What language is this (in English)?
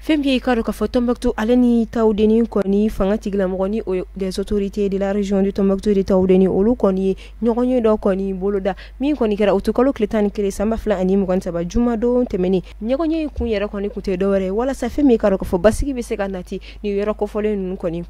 Bambara